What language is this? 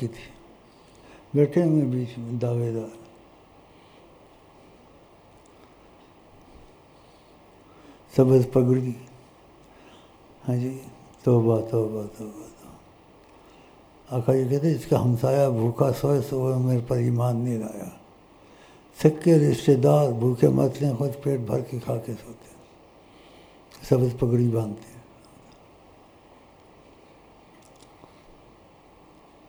Urdu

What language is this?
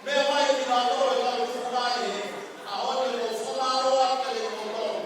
Tongan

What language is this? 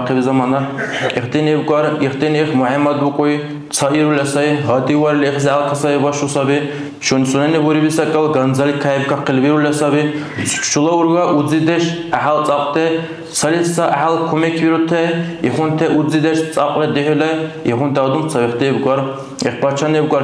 Dargwa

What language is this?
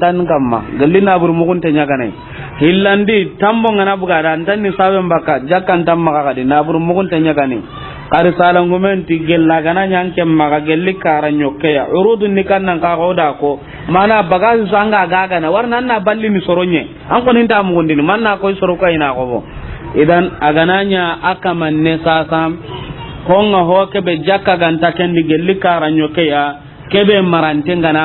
Soninke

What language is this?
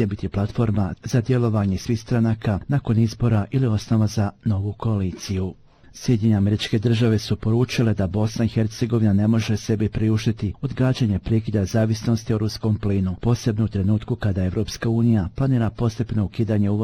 Bosnian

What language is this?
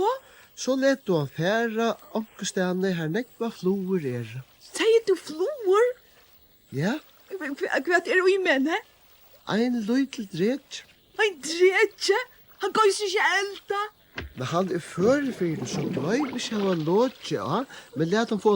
Faroese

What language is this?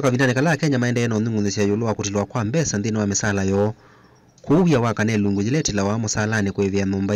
Kamba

